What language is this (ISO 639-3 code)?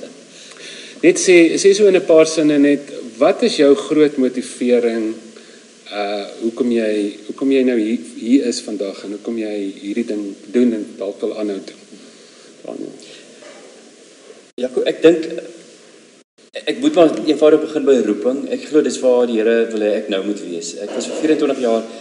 afr